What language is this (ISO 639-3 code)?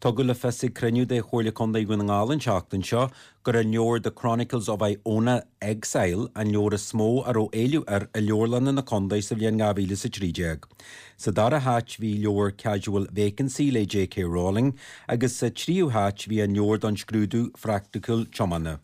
gle